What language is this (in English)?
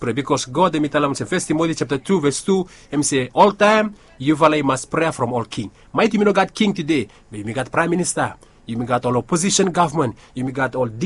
Bislama